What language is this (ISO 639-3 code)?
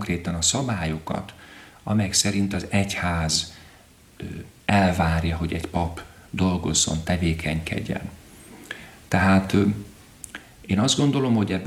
hun